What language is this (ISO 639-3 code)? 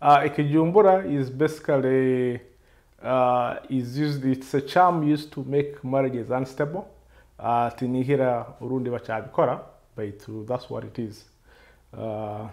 nyo